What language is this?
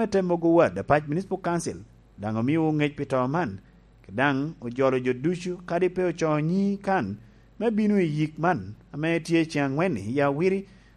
Lango (Uganda)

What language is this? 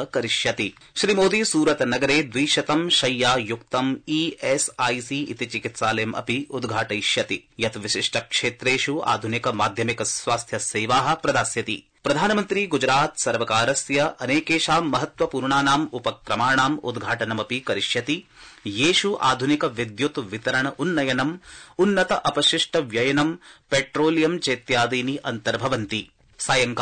Sanskrit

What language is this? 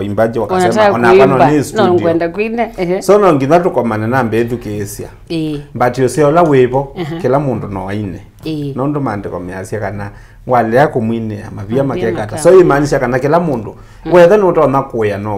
Kamba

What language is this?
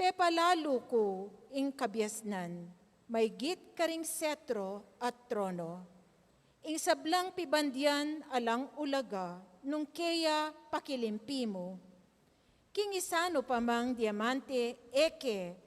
Pampanga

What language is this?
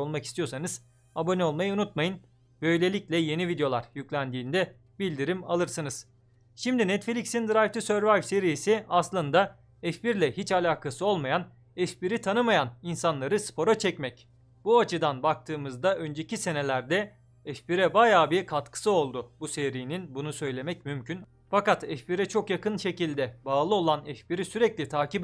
Turkish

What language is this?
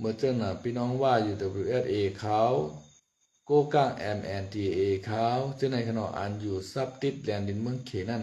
Shan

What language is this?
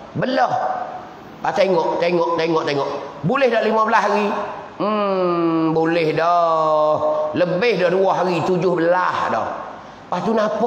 Malay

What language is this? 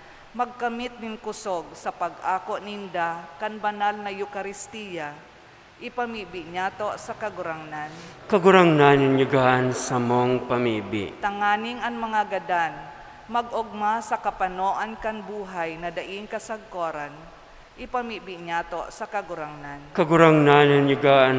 Bikol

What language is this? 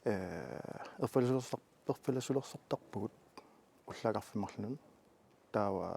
Kalaallisut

